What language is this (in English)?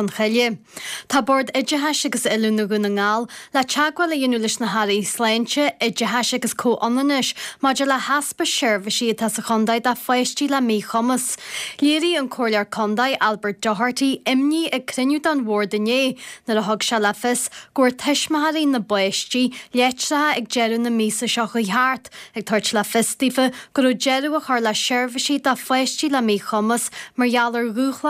Irish